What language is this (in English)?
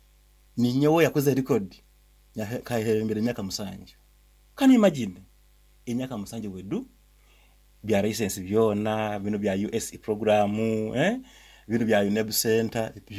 Nyoro